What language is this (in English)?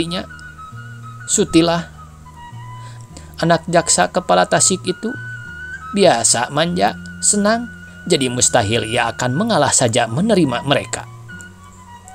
Indonesian